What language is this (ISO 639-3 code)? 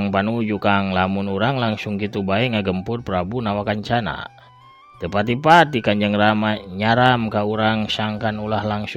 sun